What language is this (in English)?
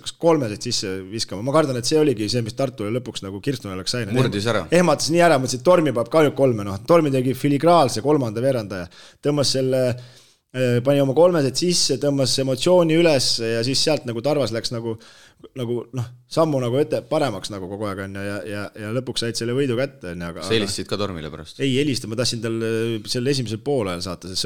Estonian